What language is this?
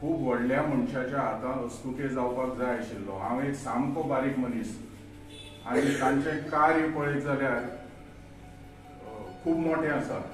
Konkani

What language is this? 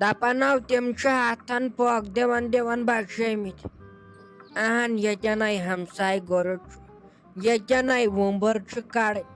Kashmiri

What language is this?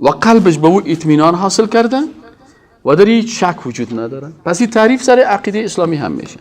Persian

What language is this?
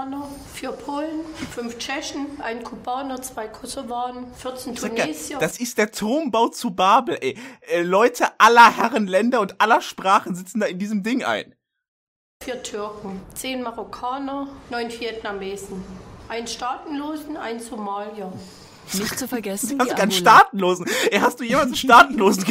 German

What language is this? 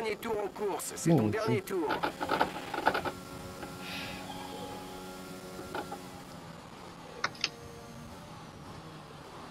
French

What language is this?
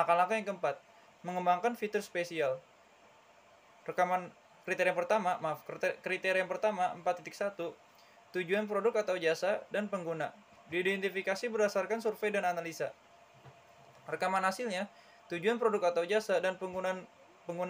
Indonesian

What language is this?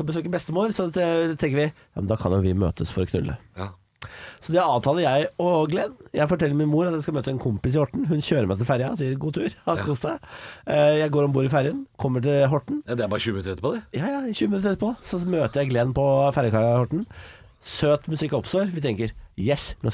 Norwegian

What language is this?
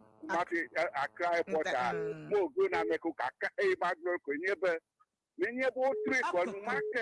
Ewe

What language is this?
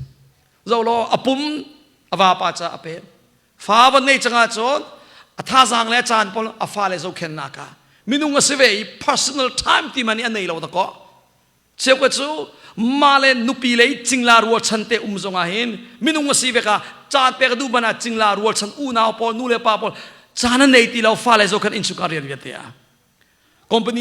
Hakha Chin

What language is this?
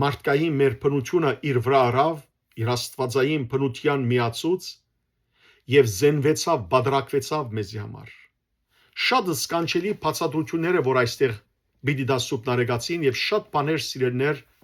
Western Armenian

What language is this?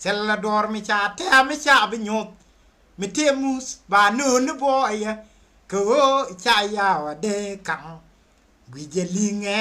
Nuer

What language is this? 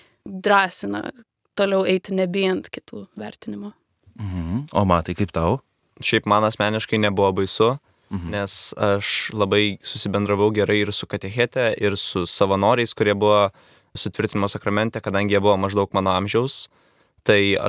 Lithuanian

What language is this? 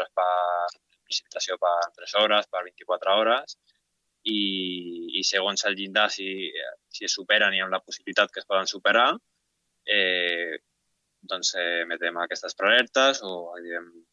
Catalan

